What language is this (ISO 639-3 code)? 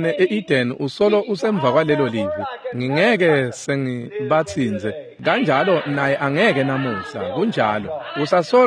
ssw